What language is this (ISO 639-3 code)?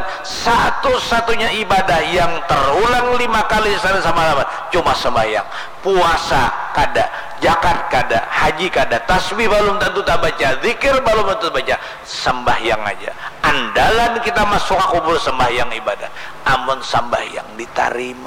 bjn